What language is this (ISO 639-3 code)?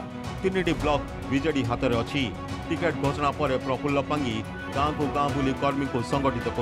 ori